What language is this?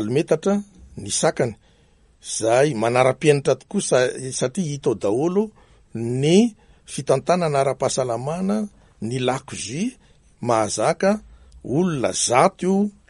Malagasy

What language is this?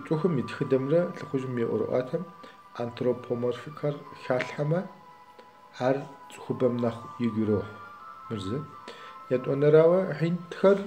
Kabardian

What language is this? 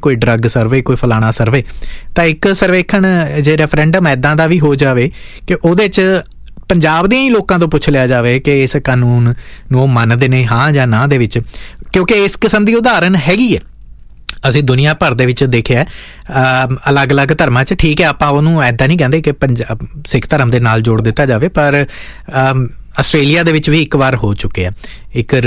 Punjabi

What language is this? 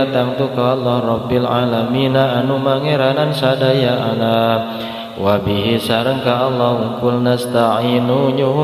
Sundanese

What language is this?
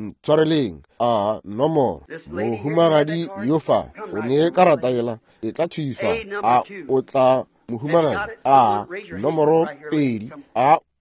Northern Sotho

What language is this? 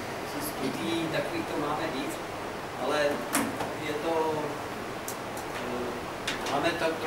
Czech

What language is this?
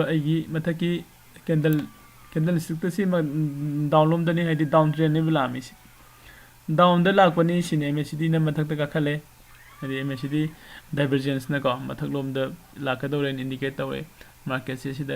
Manipuri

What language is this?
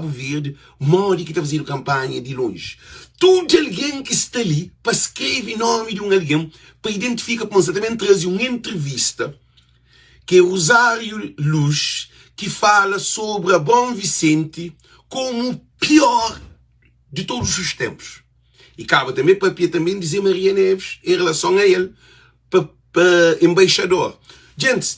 Kabuverdianu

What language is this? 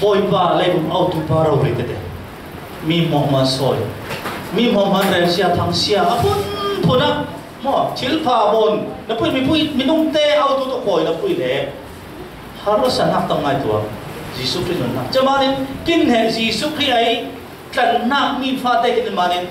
Falam Chin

